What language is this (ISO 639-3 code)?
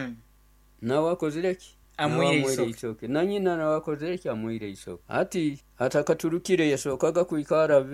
nyo